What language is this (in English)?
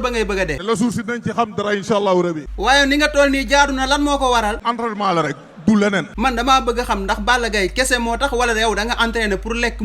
Wolof